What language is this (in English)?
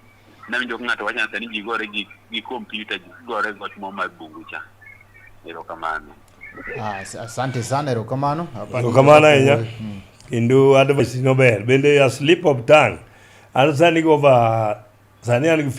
Luo (Kenya and Tanzania)